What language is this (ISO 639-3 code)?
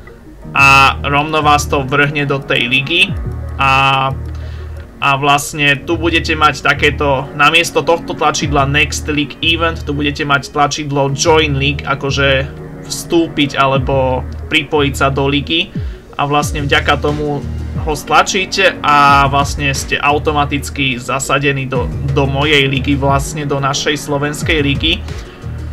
slk